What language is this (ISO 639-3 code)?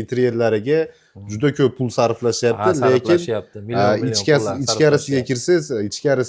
uzb